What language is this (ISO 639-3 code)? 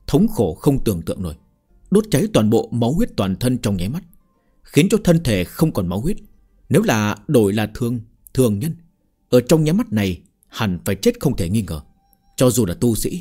vie